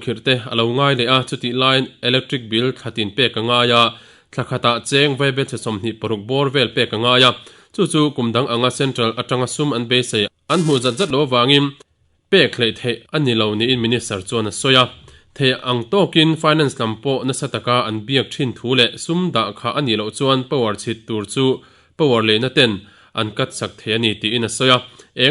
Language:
Mizo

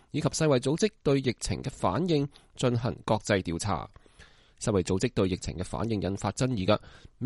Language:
Cantonese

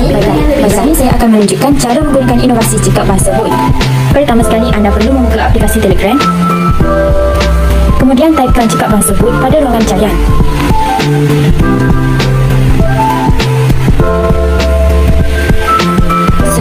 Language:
Malay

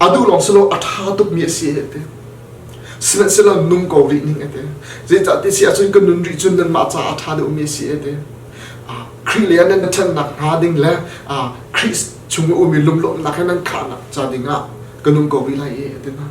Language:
Hakha Chin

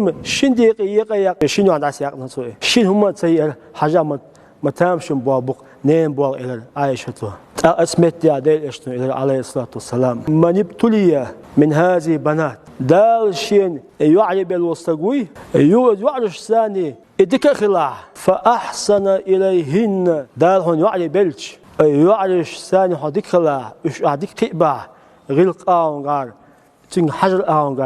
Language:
Chechen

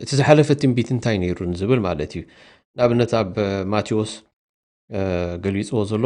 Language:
Tigrinya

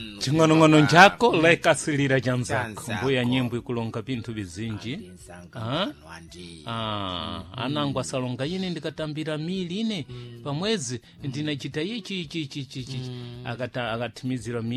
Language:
Sena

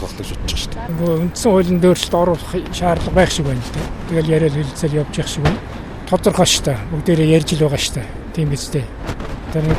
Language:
Mongolian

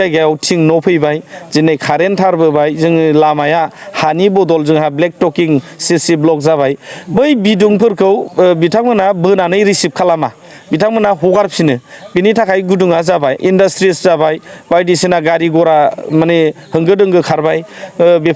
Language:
Bodo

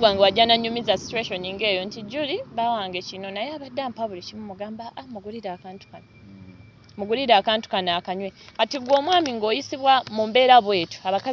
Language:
Ganda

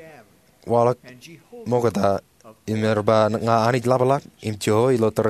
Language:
Marshallese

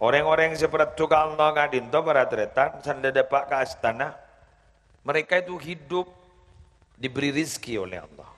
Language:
Madurese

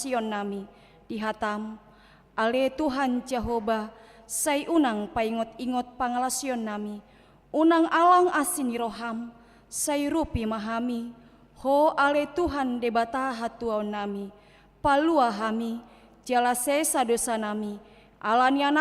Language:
Batak Toba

